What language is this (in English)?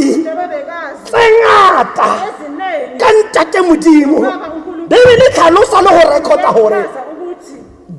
Tswana